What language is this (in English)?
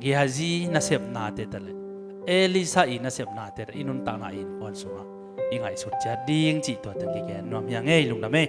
Tedim Chin